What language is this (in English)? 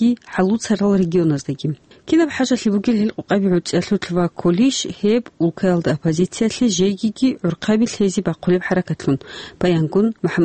Avaric